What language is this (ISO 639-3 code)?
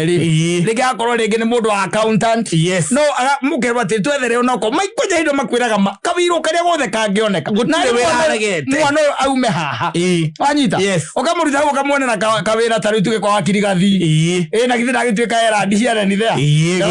kik